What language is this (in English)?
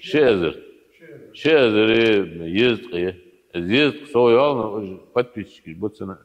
Ingush